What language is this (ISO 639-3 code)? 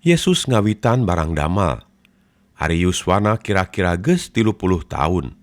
sun